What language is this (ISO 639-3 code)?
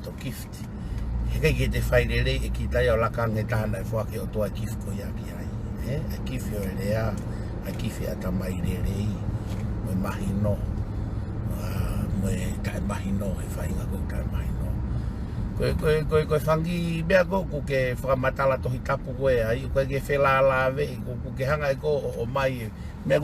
ton